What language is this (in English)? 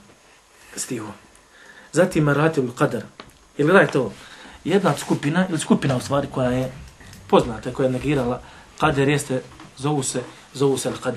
Bosnian